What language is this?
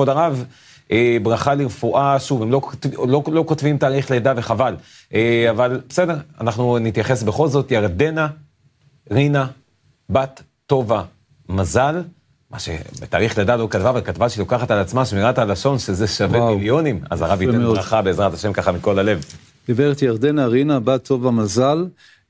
Hebrew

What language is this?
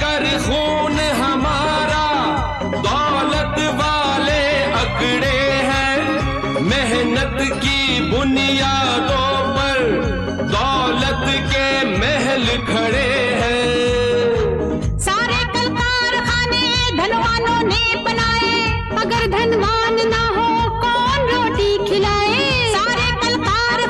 Hindi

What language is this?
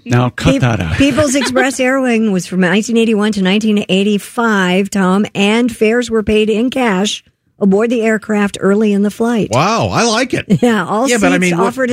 English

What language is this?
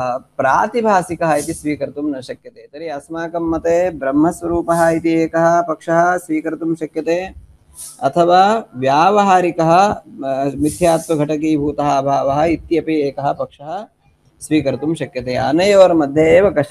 Sanskrit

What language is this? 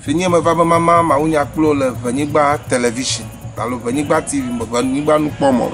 Ewe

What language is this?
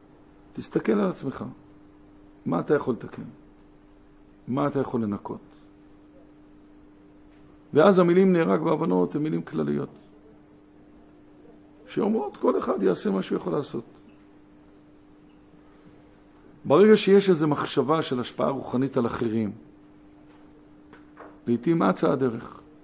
Hebrew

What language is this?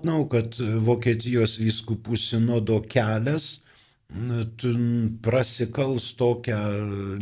Lithuanian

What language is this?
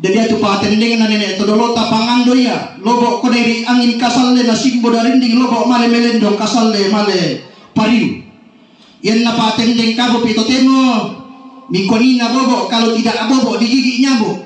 Toraja-Sa'dan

